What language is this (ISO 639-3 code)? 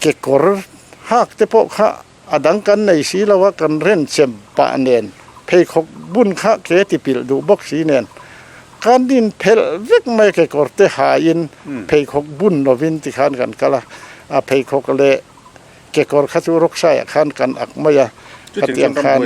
lus